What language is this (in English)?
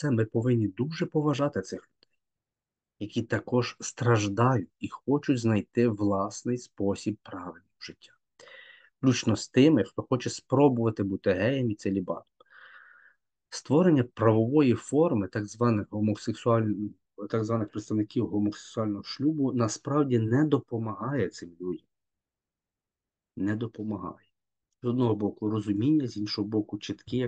Ukrainian